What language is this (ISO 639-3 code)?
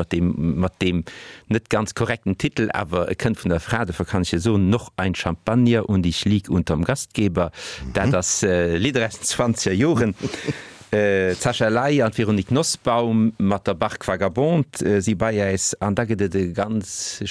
ltz